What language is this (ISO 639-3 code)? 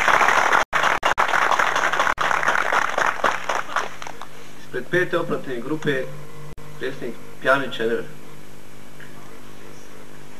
bos